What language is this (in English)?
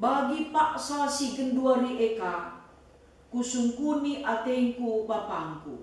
Batak Karo